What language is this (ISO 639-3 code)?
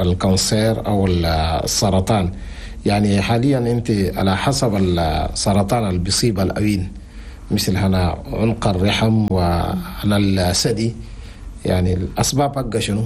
shu